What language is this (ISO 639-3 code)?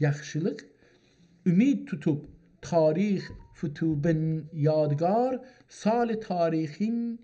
azb